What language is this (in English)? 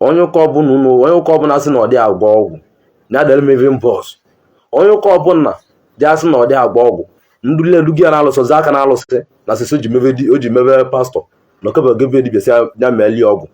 Igbo